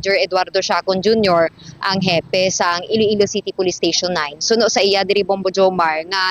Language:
Hiligaynon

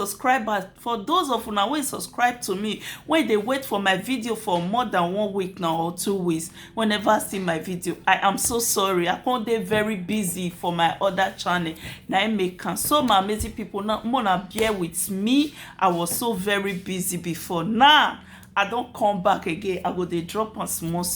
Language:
Nigerian Pidgin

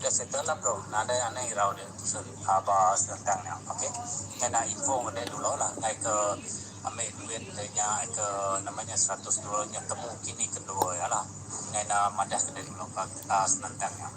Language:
Iban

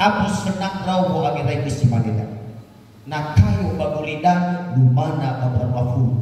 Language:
Nias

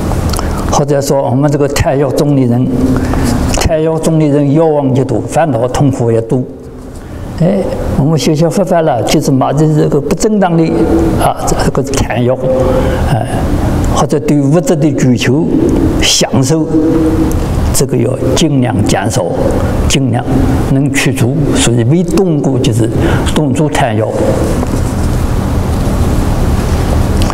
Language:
Chinese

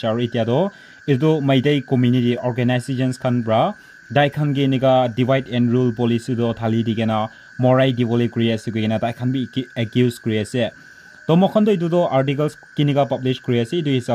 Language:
Naga Pidgin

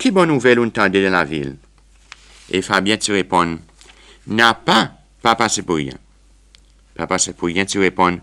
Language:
Seselwa Creole French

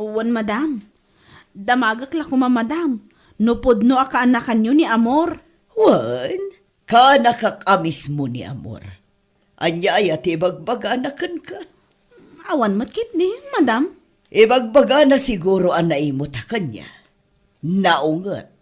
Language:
Iloko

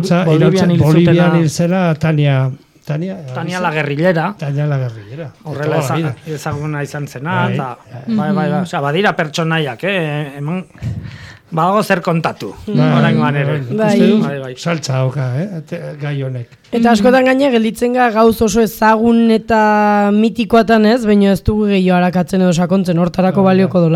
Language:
Basque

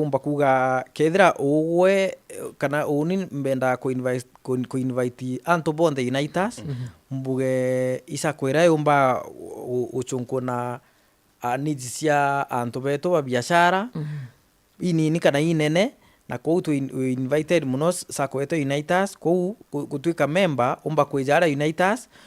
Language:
Meru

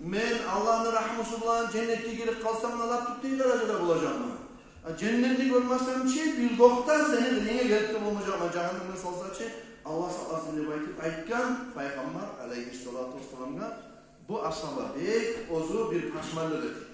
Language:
Kumyk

